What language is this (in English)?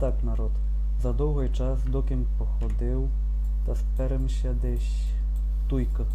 Rusyn